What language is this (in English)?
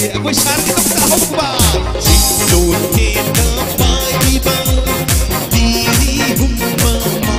Manipuri